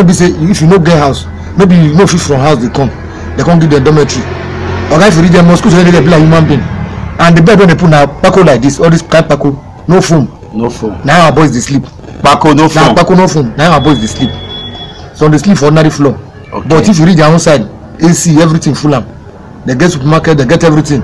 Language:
Nigerian Pidgin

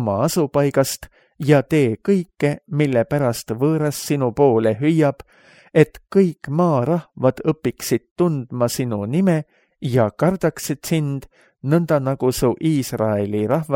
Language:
Estonian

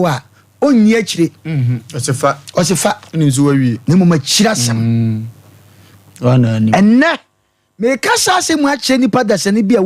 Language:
Akan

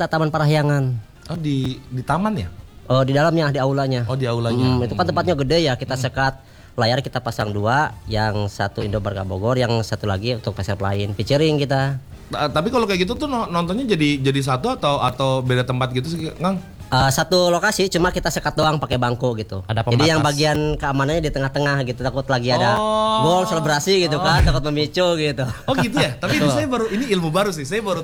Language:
Indonesian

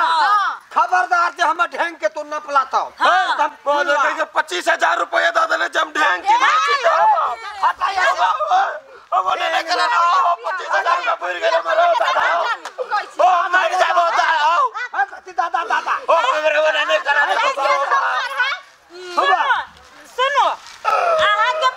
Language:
Maithili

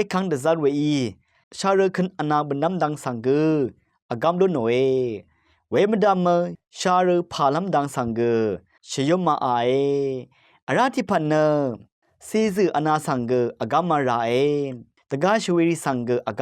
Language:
Rawang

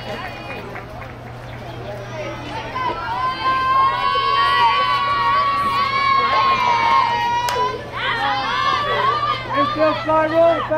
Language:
English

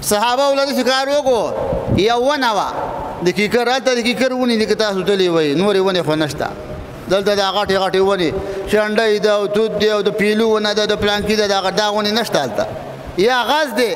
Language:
Pashto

